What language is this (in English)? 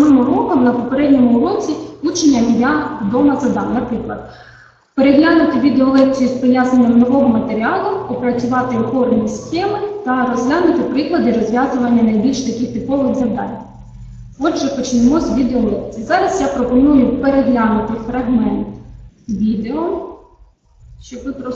Ukrainian